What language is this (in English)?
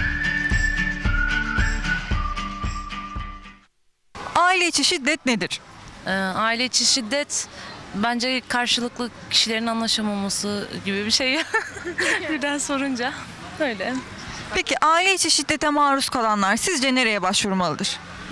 Turkish